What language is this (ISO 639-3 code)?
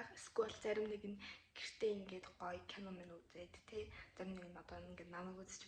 mon